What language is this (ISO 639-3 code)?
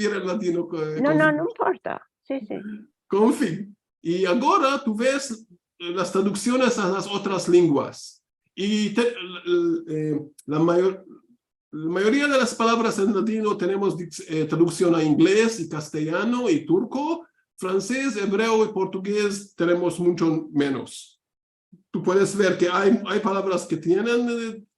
lad